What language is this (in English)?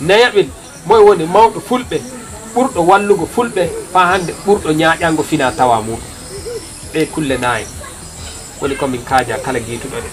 Nigerian Fulfulde